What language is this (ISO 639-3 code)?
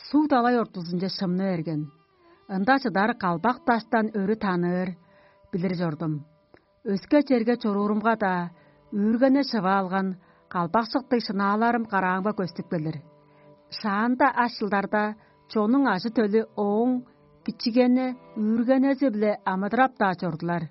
tyv